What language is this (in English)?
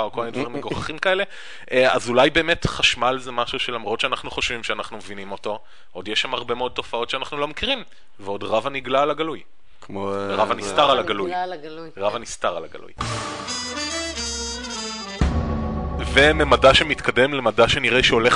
Hebrew